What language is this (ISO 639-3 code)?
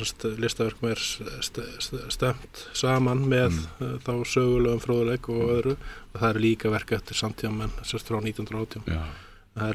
isl